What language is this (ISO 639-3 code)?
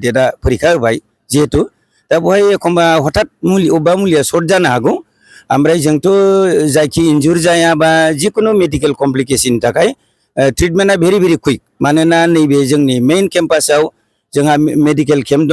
brx